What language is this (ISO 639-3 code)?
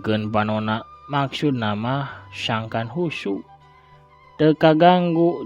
sun